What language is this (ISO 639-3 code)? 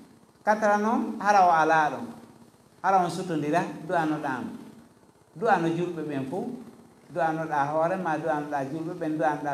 ful